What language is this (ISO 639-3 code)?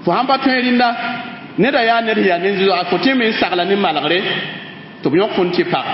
mos